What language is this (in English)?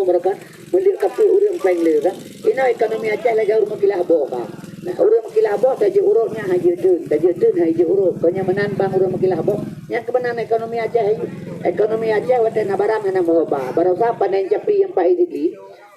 Achinese